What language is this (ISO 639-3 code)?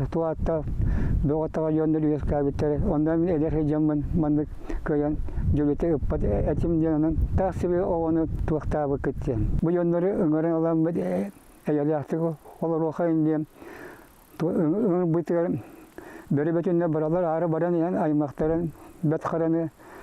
sah